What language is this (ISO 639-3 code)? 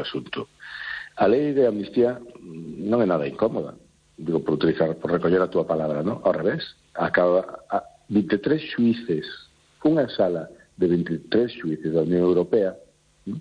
glg